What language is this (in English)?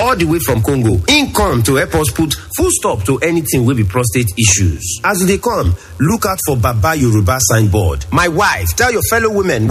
Nigerian Pidgin